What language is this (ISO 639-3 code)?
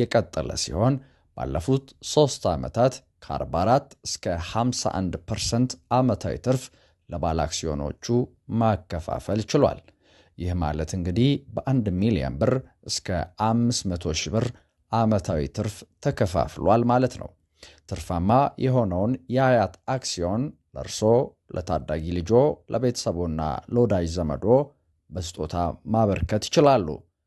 amh